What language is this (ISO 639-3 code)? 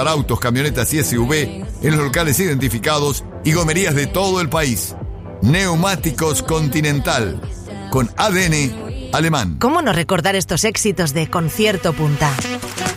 spa